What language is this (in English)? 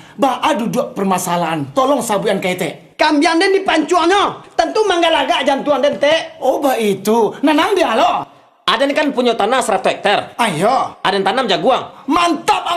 Minangkabau